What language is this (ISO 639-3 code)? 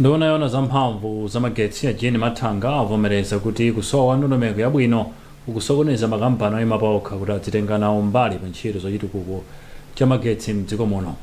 nya